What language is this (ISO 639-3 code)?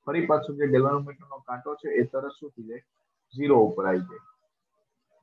guj